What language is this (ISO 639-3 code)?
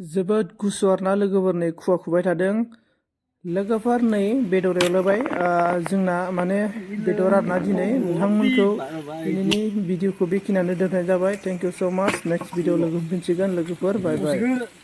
brx